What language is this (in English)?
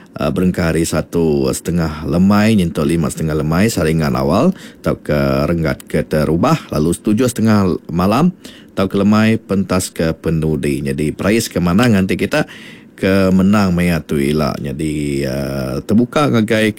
Iban